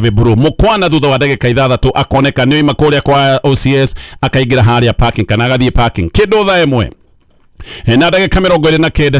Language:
Kikuyu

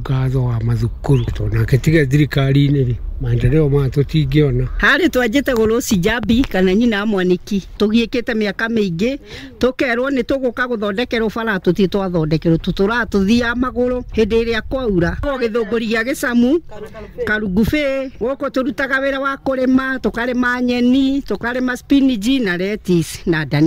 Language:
Kikuyu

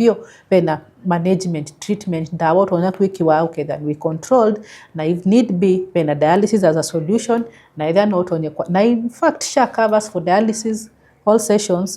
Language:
Kamba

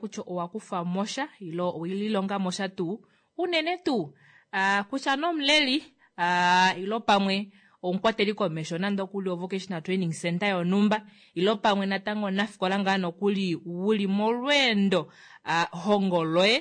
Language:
Kuanyama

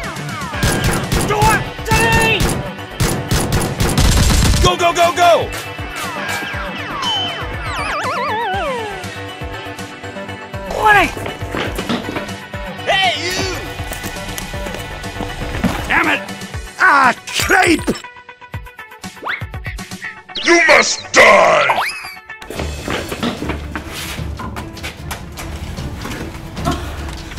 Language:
Vietnamese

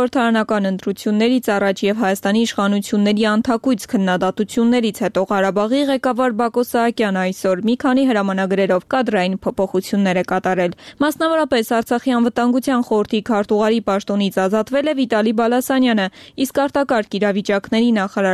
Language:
Armenian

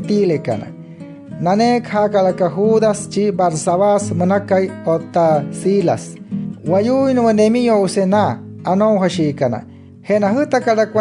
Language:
Wayuu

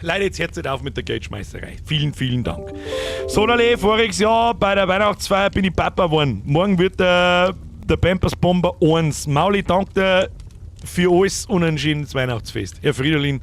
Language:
Bavarian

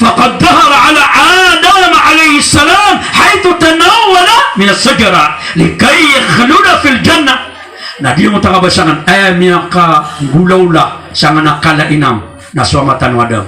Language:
Maranao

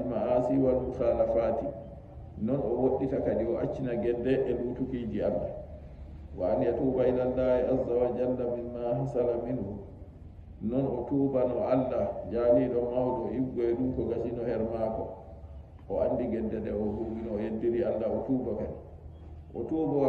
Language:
Nigerian Fulfulde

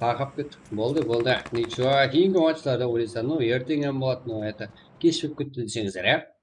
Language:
Kara-Kalpak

